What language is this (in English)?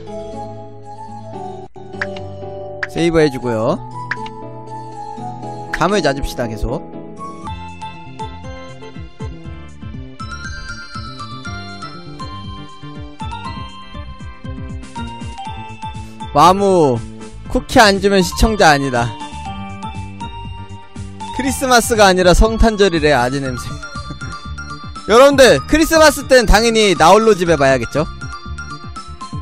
Korean